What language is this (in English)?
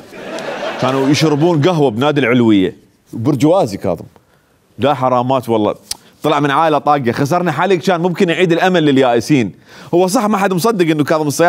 Mesopotamian Arabic